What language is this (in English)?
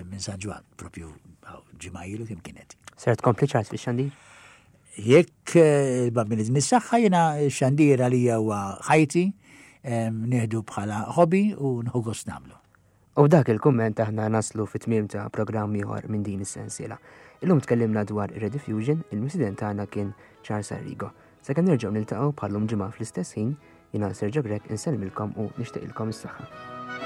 Maltese